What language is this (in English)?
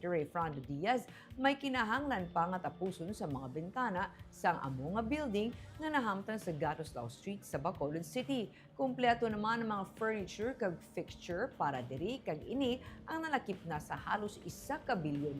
Hiligaynon